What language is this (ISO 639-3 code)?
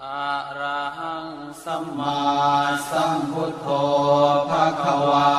pli